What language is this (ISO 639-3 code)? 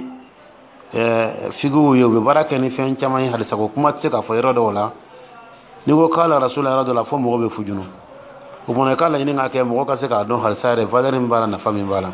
dyu